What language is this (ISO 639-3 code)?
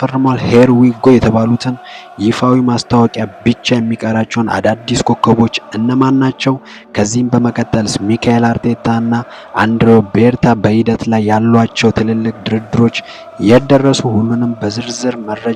amh